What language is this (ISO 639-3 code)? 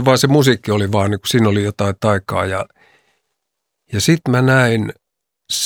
fin